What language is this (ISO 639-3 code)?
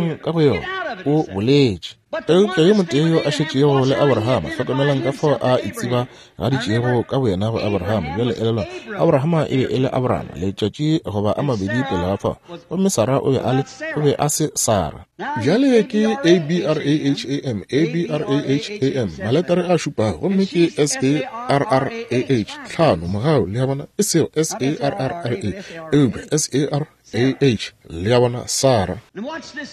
nso